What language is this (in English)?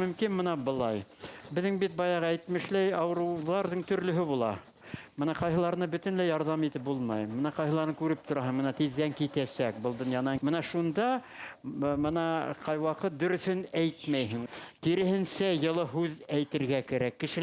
Bashkir